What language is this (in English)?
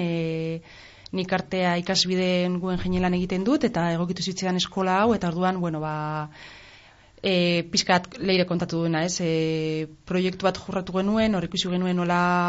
Basque